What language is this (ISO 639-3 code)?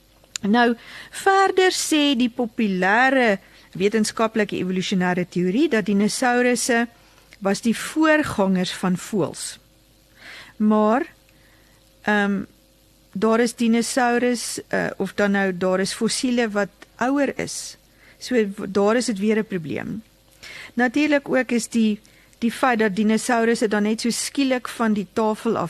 afr